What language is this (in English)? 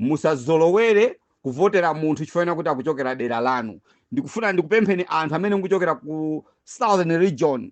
Nyanja